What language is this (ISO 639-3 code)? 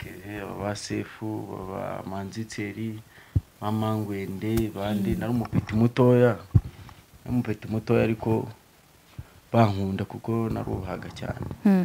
kin